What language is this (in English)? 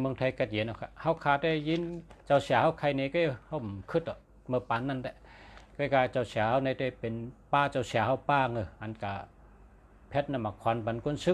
Shan